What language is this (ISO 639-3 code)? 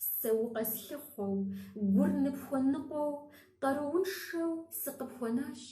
kbd